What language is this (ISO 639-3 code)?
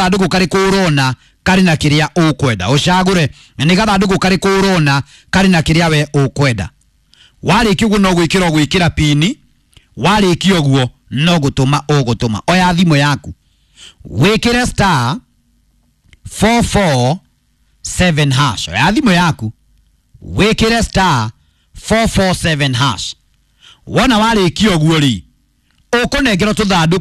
kik